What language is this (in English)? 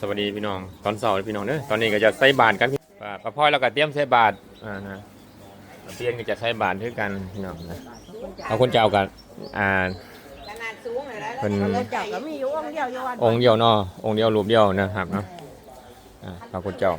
Northeastern Thai